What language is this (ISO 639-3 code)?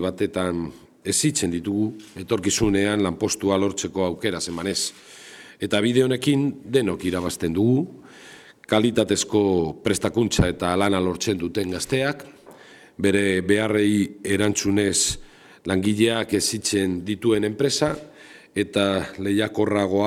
eus